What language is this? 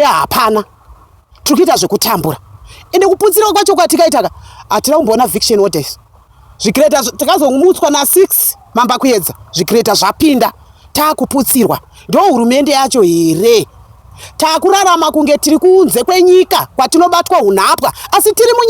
Shona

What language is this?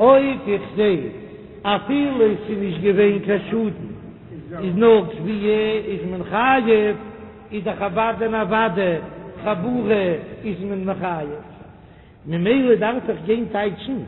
Yiddish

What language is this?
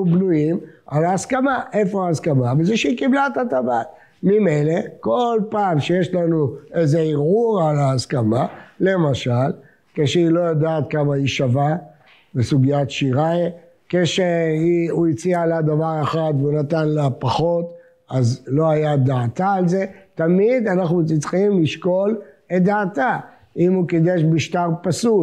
Hebrew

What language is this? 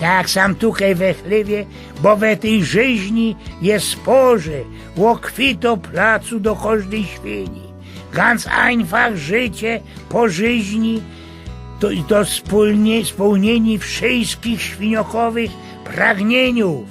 Silesian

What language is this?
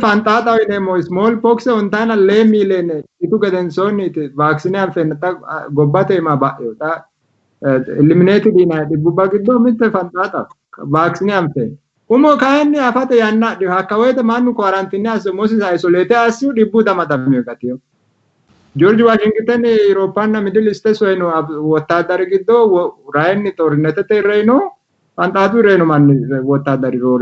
Sidamo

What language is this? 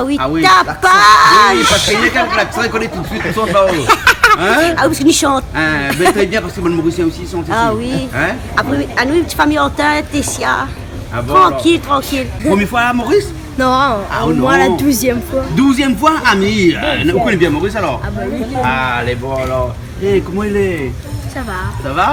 Réunion Creole French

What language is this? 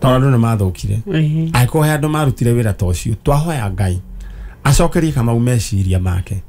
Kikuyu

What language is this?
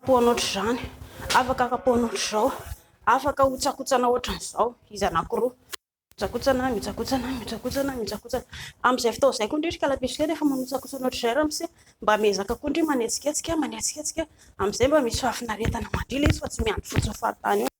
Malagasy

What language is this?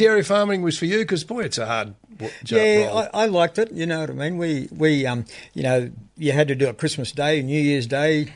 English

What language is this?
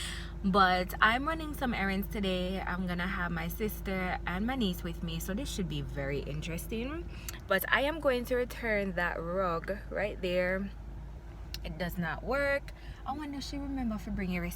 Jamaican Creole English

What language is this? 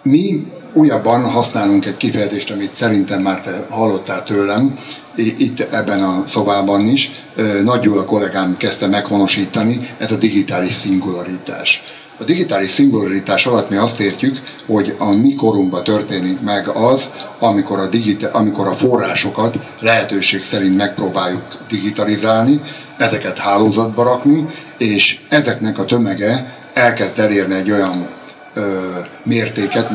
Hungarian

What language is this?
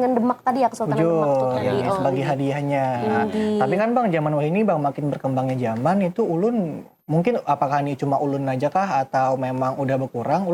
Banjar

